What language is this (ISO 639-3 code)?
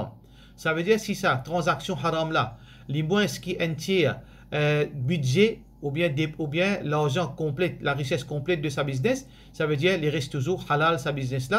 mfe